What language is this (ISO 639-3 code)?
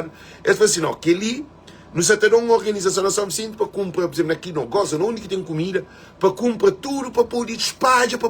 kea